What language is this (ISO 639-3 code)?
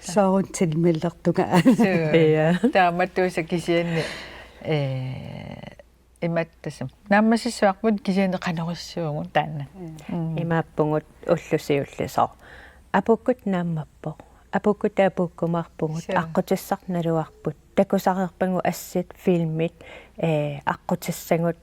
kal